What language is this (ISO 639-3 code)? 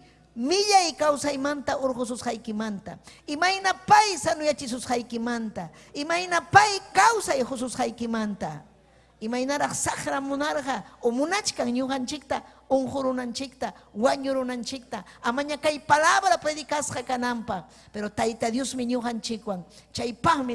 quy